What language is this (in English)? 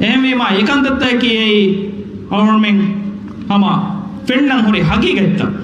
Divehi